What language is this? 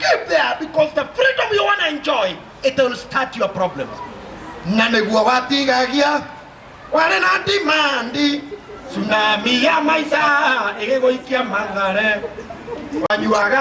Kikuyu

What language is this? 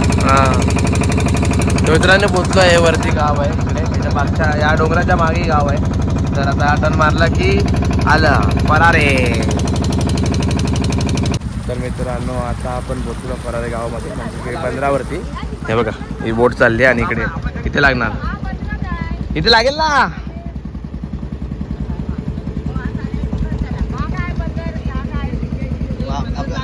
Marathi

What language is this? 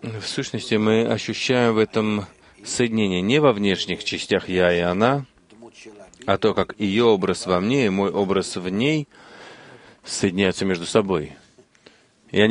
Russian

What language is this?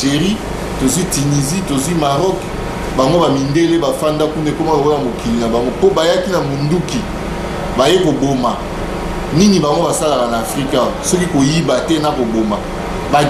Lingala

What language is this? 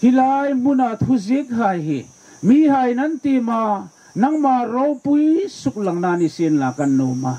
Hmar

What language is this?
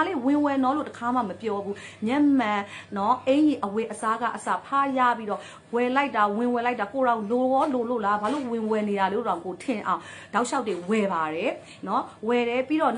Burmese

